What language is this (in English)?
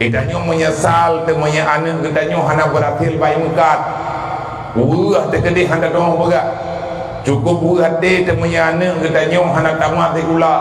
Achinese